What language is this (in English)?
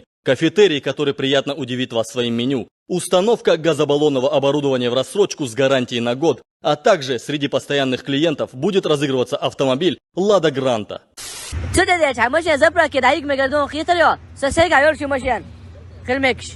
Chechen